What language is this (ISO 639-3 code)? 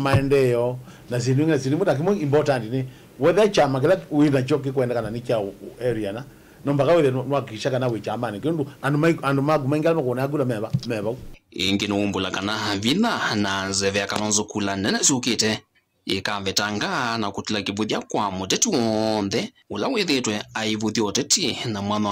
kam